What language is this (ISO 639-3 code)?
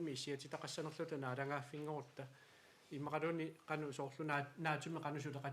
kal